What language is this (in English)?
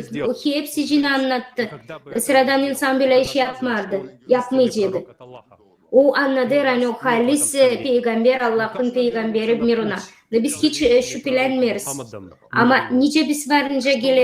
Gagauz